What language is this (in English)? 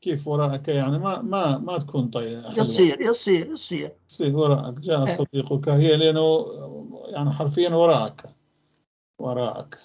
North Levantine Arabic